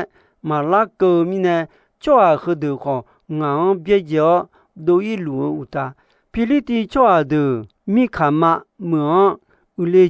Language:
Akha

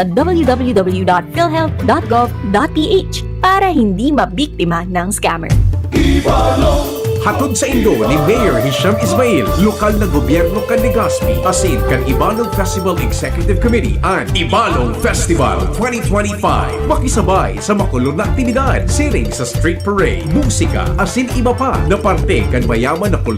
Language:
Bikol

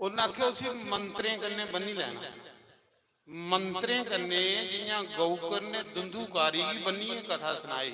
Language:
Dogri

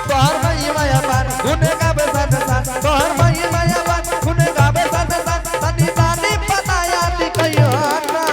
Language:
Angika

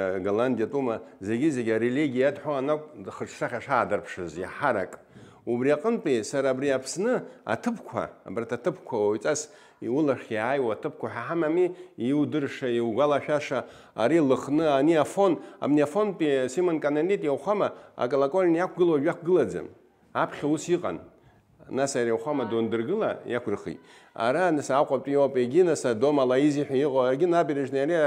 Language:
Abkhazian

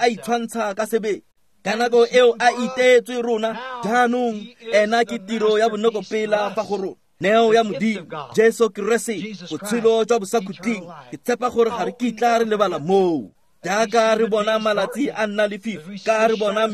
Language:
Tswana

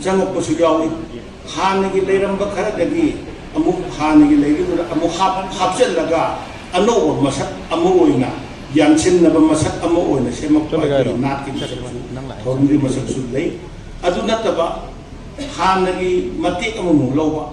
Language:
Manipuri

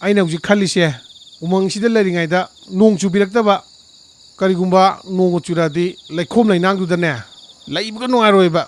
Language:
Manipuri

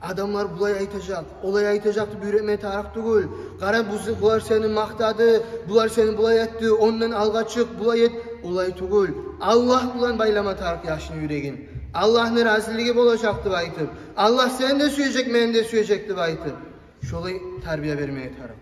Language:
Kumyk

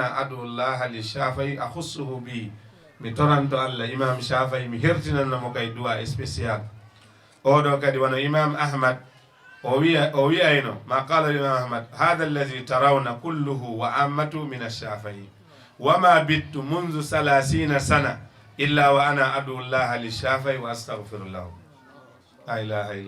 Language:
Fula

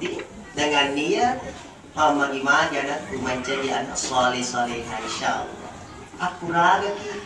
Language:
Buginese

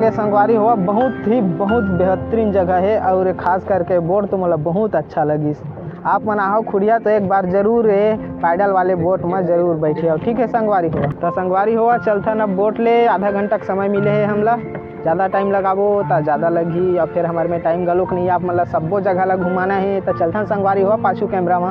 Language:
Chhattisgarhi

